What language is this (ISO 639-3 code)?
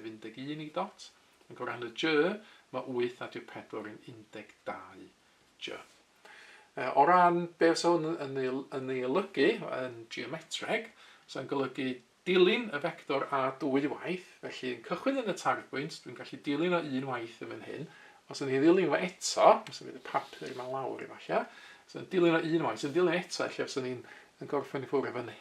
cym